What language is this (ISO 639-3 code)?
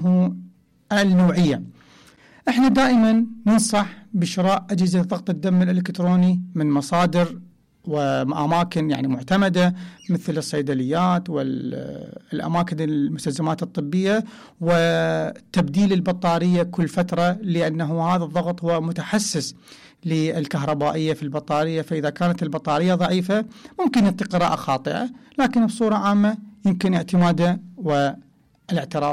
acm